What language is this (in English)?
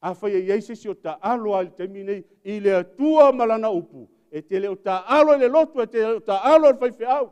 Samoan